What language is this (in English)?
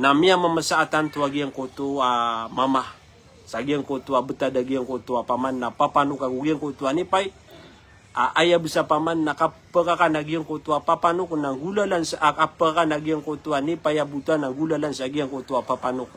Maranao